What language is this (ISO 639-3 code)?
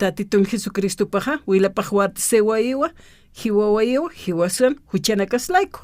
aym